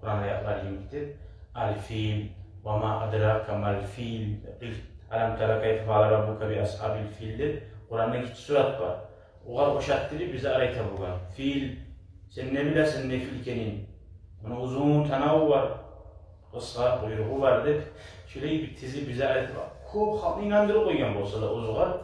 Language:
Kumyk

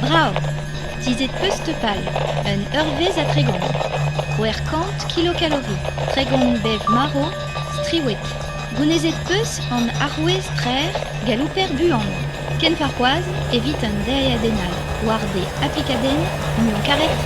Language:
Breton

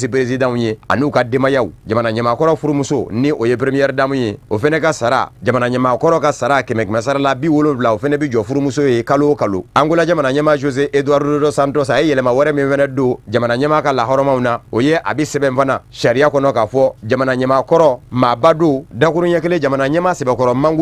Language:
Bambara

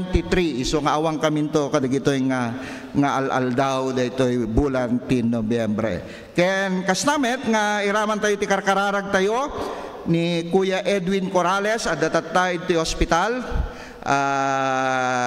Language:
Iloko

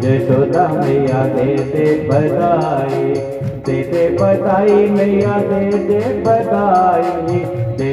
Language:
Dogri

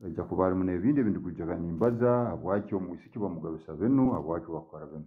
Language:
Tooro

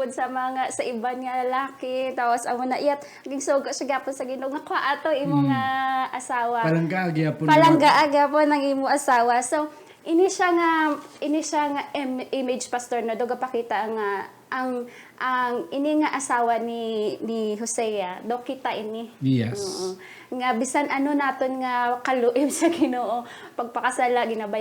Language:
Hiligaynon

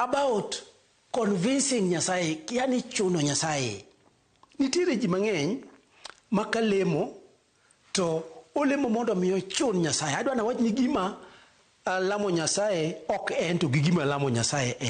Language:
Luo (Kenya and Tanzania)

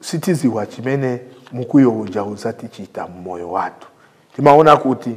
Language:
Nyanja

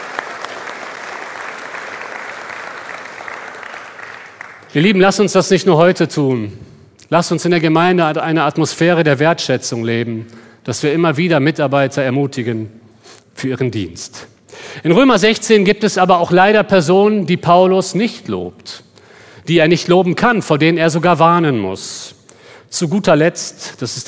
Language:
German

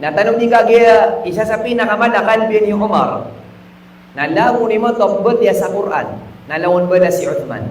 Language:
Maranao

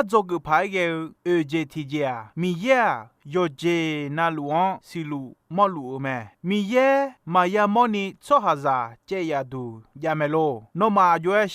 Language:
Akha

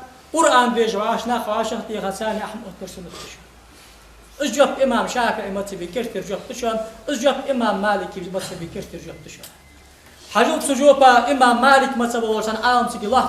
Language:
Ingush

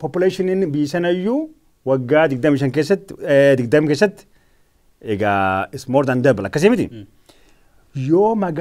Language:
Oromo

